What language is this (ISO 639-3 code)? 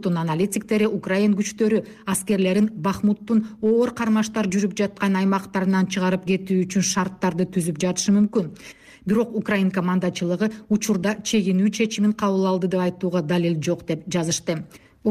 kir